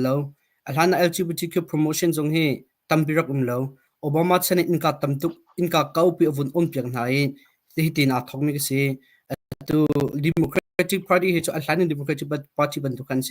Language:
Hakha Chin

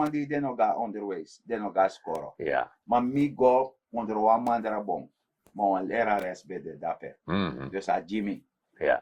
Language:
Sranan Tongo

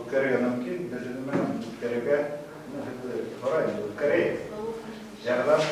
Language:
Bashkir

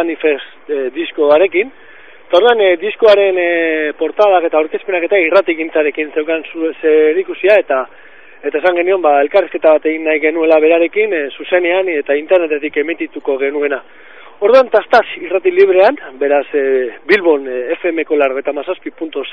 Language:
Basque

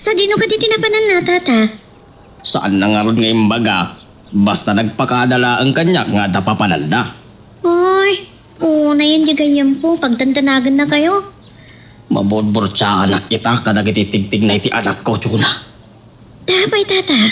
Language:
Iloko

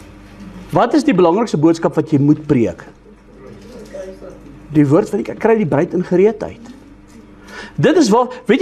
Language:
Afrikaans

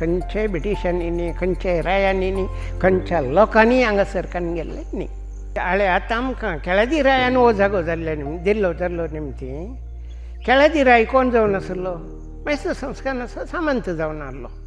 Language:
Konkani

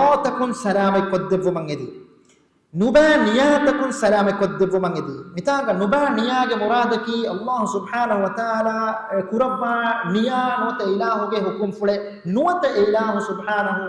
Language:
Divehi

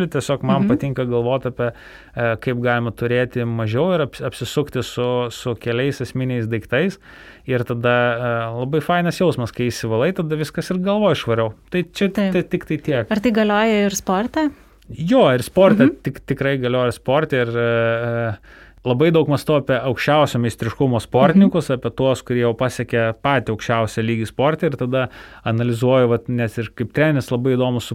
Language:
Lithuanian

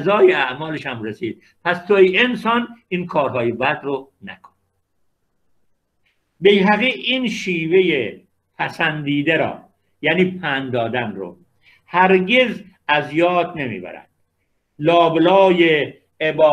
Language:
Persian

